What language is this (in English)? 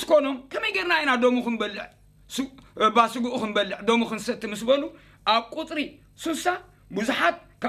Tigrinya